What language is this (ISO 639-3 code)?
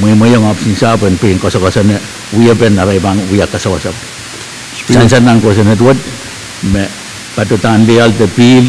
pon